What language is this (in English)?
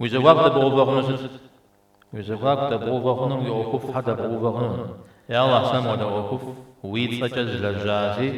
Kabardian